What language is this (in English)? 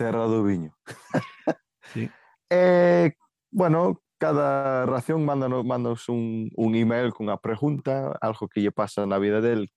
Galician